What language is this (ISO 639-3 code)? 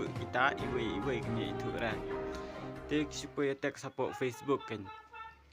kha